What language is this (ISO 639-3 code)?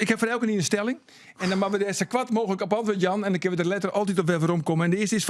fry